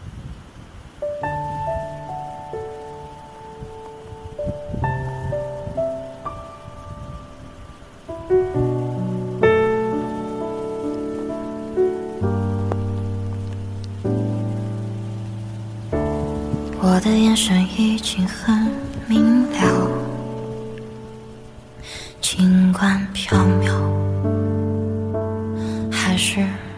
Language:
Chinese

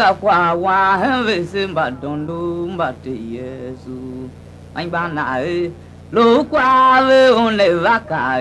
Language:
Tiv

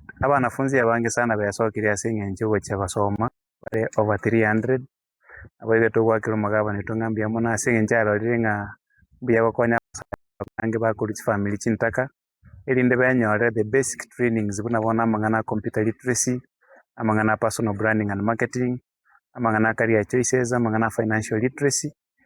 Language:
Gusii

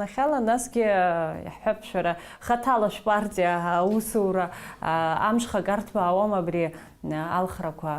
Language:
Abkhazian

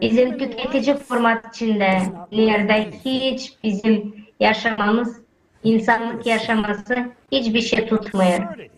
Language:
Gagauz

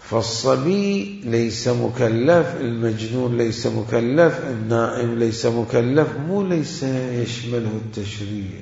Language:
Mesopotamian Arabic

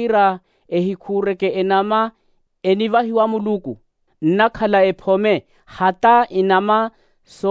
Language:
Makhuwa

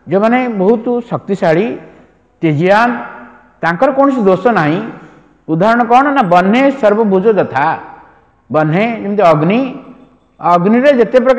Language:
Odia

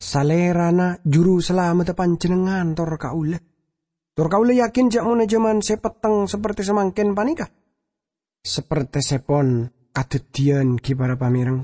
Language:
Madurese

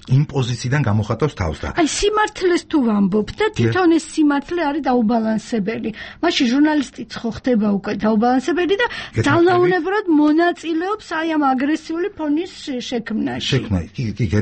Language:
Georgian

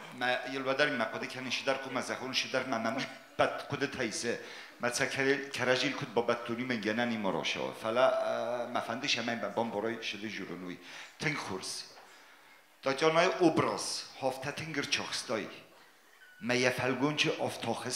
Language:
Ossetic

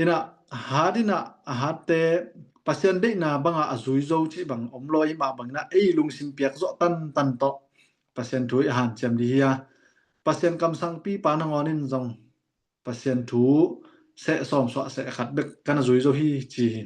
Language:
Tedim Chin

